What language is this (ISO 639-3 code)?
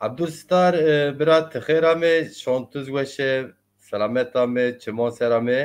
zza